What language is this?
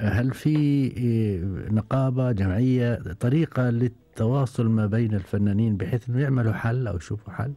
Gulf Arabic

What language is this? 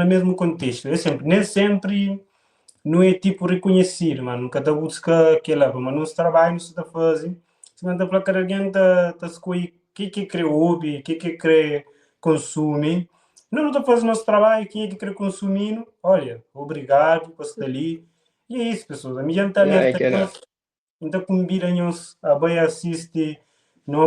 Kabuverdianu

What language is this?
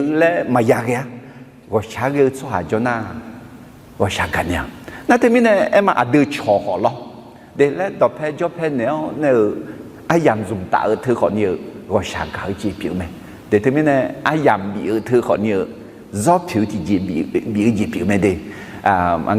Akha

